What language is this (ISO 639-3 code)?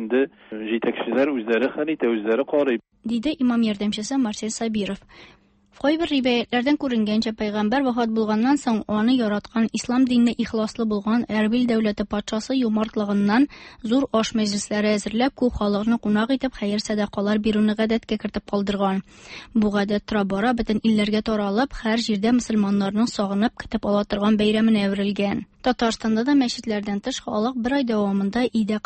tat